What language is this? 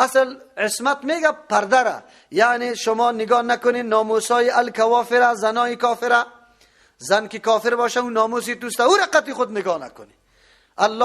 Persian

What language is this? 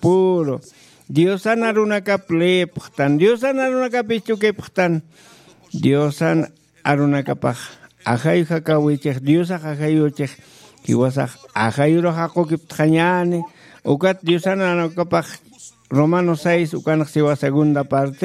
Aymara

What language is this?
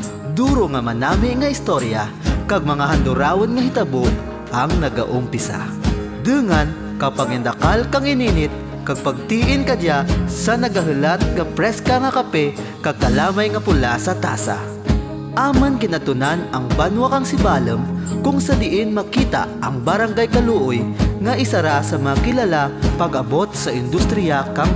Kinaray-a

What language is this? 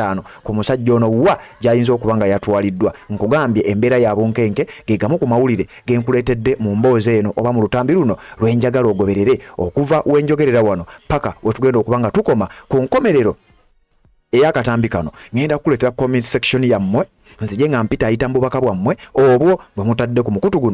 Ganda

